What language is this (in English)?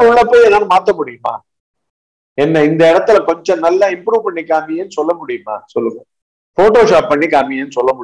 Tamil